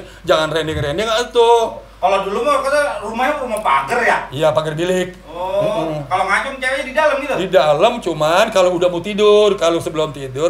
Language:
Betawi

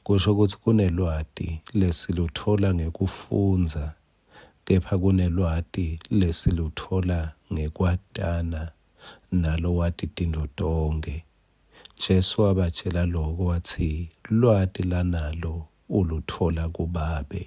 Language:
Swati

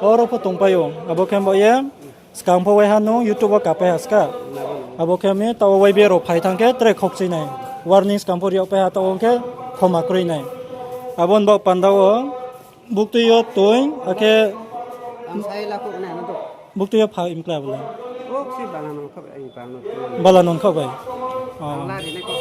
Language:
Riang (India)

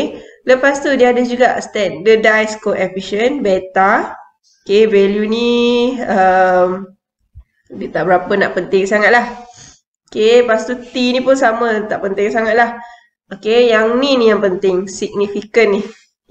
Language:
Malay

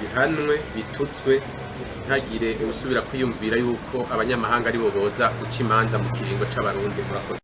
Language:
Rundi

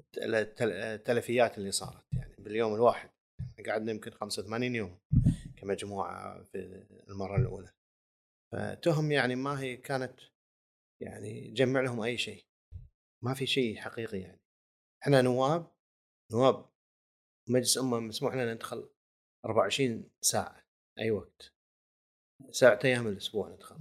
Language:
Gulf Arabic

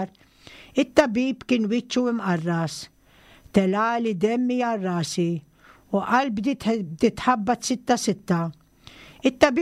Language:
Maltese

